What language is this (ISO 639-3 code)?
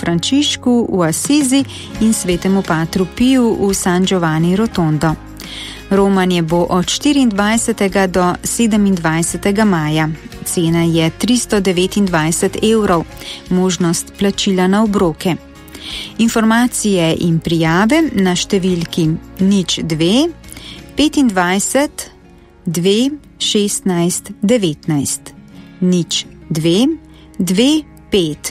slv